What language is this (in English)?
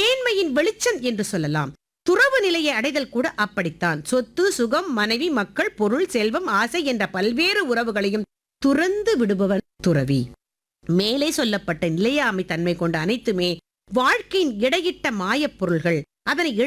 Tamil